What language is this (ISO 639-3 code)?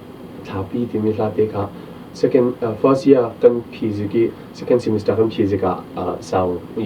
cfm